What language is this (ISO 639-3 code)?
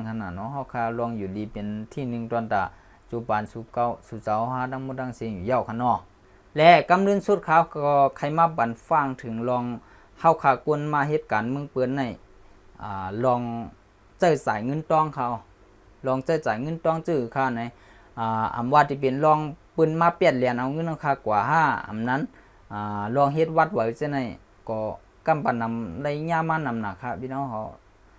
shn